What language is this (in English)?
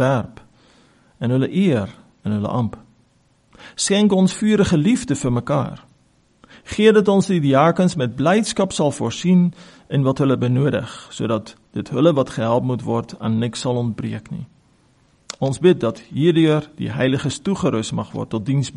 Afrikaans